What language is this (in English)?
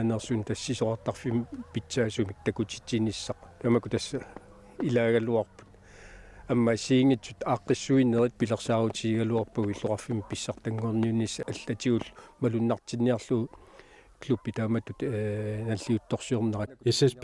Kalaallisut